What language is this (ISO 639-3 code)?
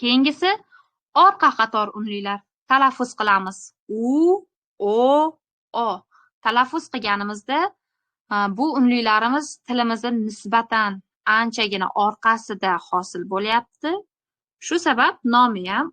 uzb